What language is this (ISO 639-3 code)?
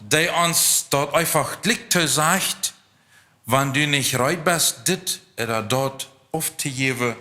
pdt